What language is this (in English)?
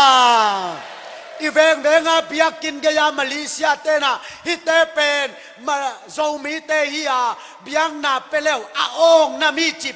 Tedim Chin